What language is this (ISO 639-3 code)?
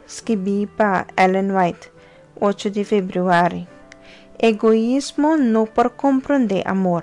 pap